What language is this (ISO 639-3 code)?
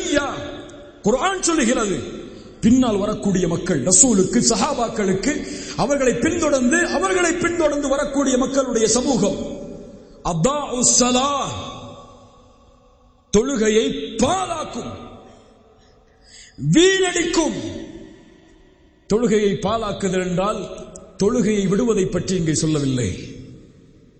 tam